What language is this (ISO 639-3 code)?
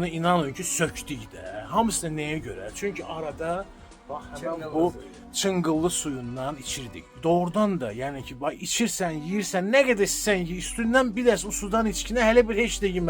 aze